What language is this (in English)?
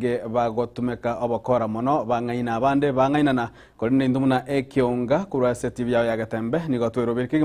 Gusii